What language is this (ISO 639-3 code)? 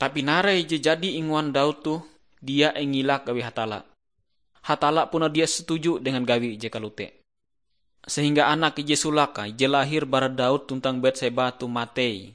nij